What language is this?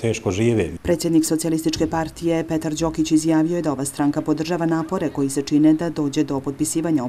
Croatian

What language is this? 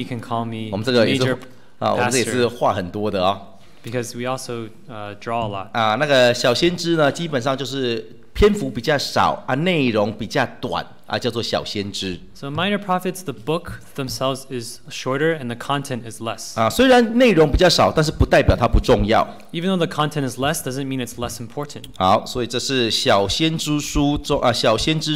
Chinese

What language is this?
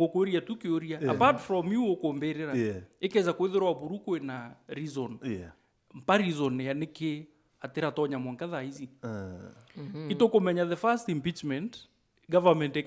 Meru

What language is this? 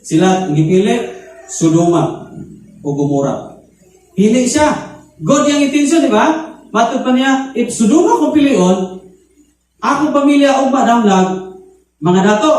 Cebuano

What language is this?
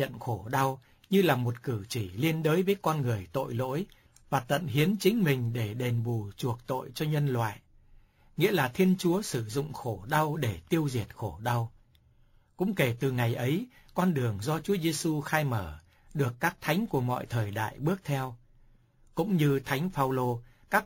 Vietnamese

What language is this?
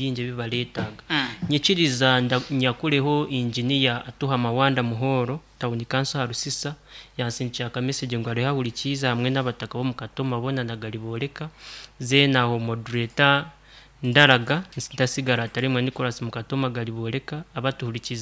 Nyoro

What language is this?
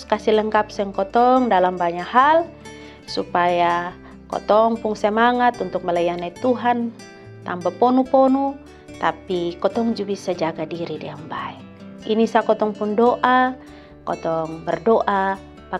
Kupang Malay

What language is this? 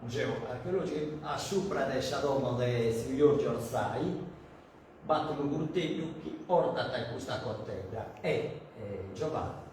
Sardinian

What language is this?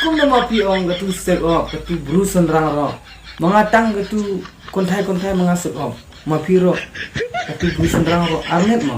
Khasi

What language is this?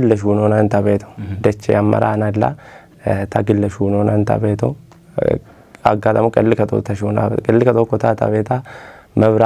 Kafa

